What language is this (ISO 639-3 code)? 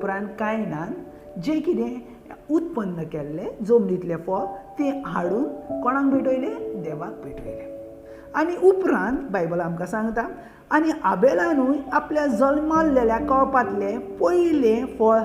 kok